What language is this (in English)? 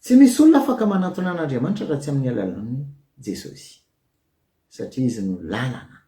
Malagasy